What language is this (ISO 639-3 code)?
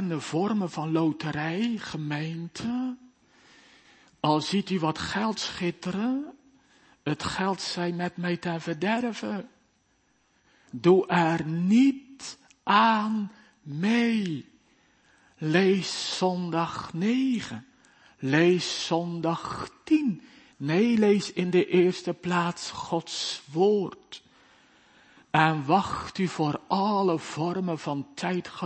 nld